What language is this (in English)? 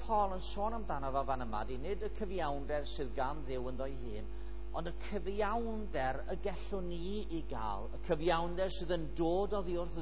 Welsh